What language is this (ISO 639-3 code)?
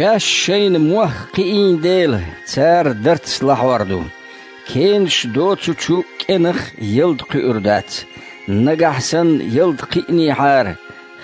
che